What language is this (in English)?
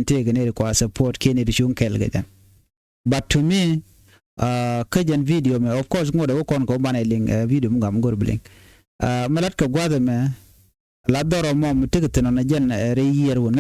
Nuer